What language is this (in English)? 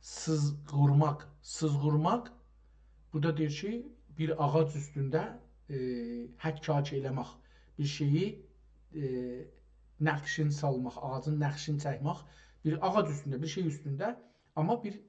South Azerbaijani